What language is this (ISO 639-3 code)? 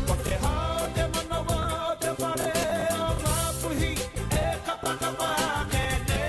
mri